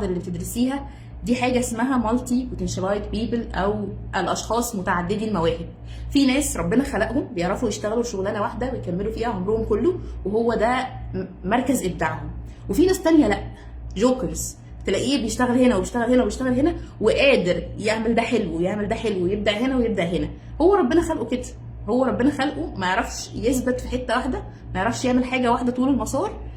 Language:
Egyptian Arabic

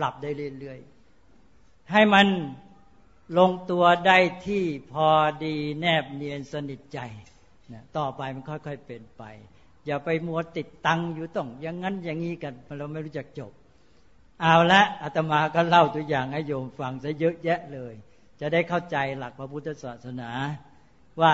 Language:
Thai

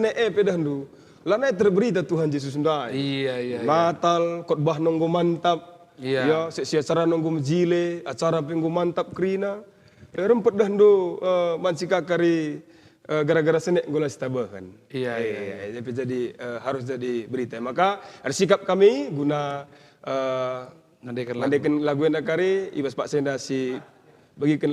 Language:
Batak Karo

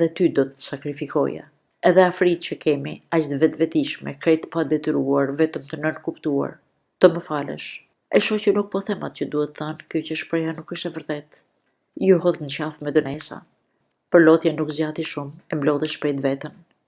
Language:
Albanian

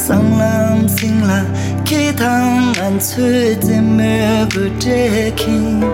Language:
Tibetan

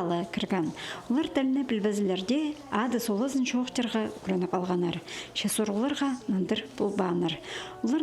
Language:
Khakas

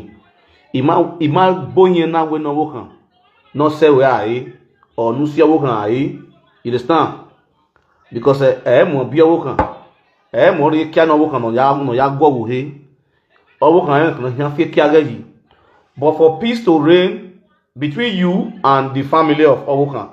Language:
Nigerian Pidgin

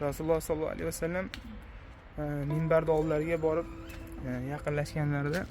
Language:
Uzbek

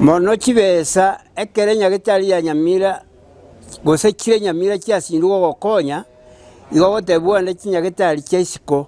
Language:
Gusii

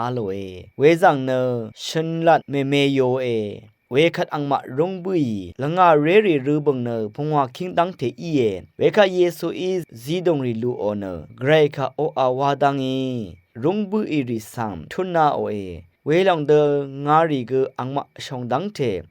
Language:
Rawang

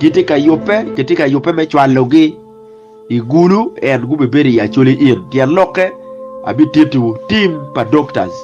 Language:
Acoli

